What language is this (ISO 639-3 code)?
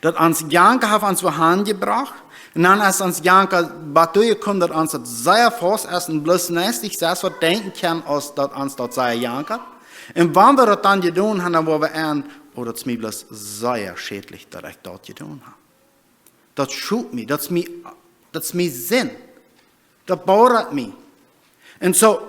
pdt